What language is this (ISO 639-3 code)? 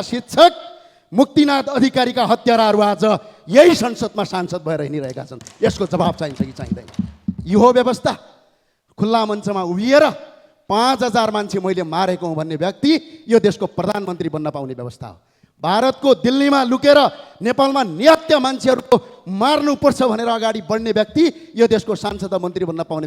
nep